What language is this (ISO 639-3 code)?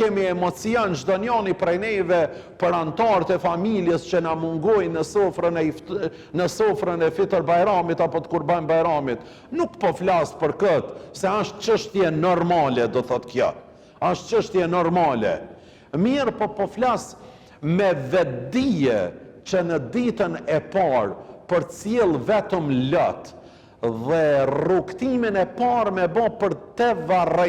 sqi